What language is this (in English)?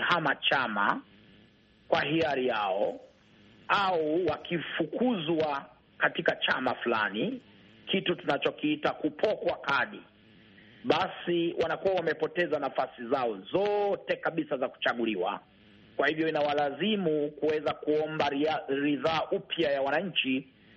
Swahili